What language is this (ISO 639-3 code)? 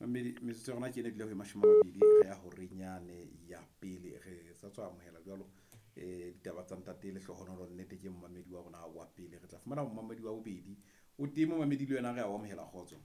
sot